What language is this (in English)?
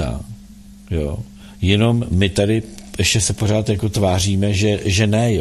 Czech